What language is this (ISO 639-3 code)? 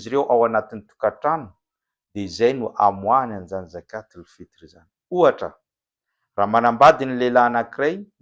mlg